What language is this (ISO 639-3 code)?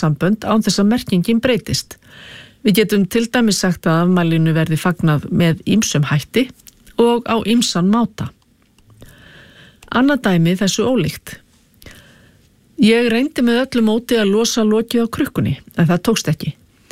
isl